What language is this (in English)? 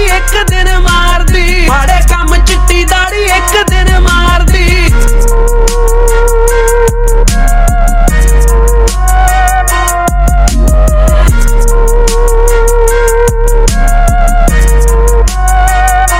Punjabi